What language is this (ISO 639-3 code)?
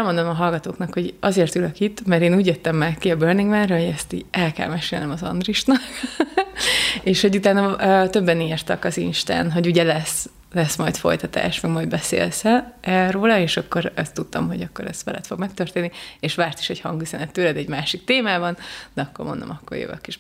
hun